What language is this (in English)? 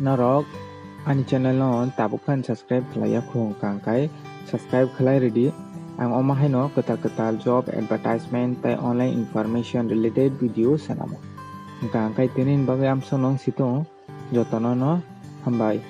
Kok Borok